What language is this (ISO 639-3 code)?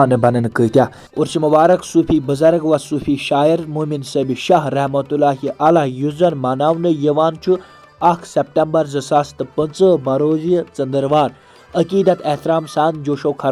kas